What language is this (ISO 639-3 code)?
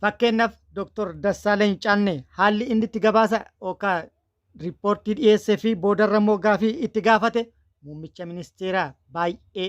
orm